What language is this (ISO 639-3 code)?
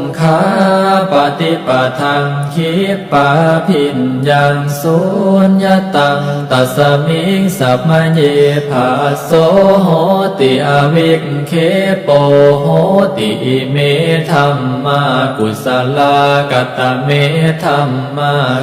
pli